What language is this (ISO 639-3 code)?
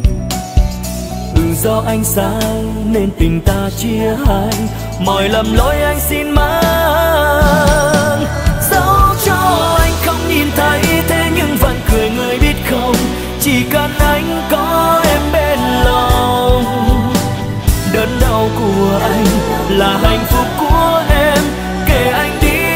vie